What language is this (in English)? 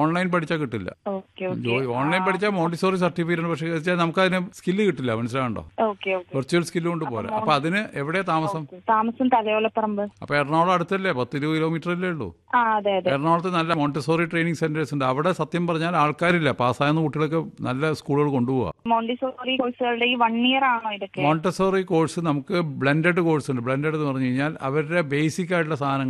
Malayalam